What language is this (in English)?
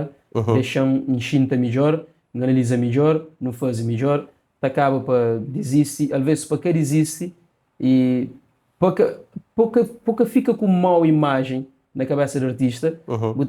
Kabuverdianu